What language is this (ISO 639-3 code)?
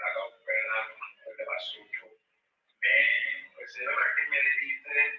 sot